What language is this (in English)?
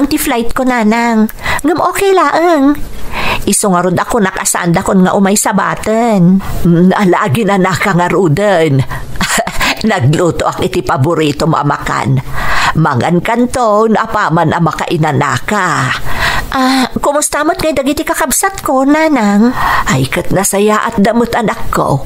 Iloko